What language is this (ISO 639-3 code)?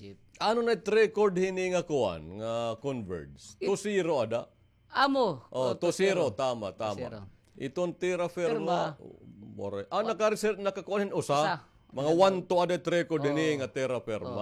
war